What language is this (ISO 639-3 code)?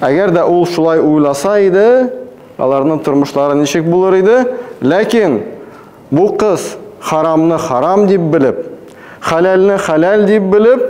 tat